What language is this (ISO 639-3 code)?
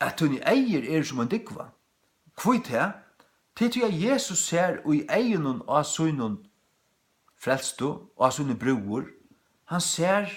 fao